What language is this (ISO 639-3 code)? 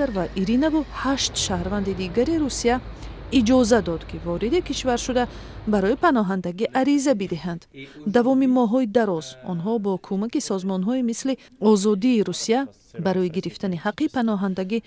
tgk